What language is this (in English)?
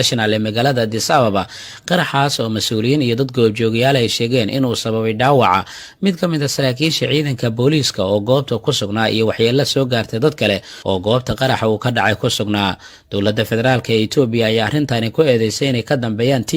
Somali